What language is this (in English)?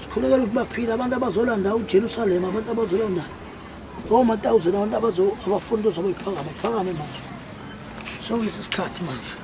Zulu